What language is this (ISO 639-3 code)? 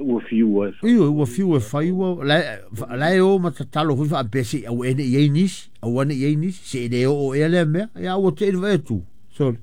smo